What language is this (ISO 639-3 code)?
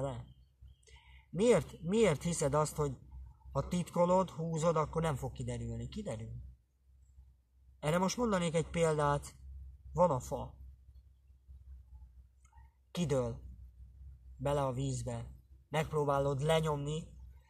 hun